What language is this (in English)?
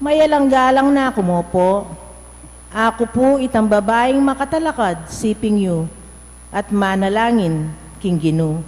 Pampanga